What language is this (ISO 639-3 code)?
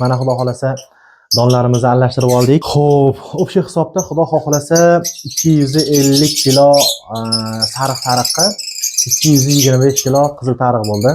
uzb